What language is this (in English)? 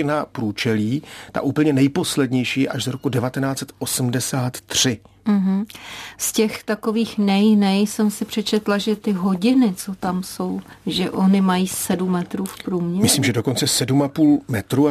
Czech